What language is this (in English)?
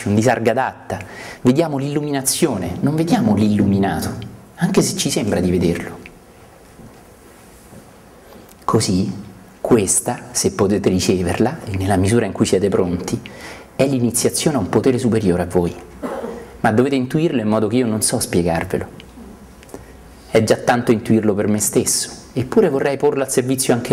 Italian